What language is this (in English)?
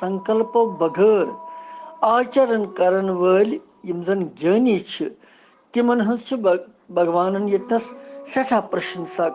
Kashmiri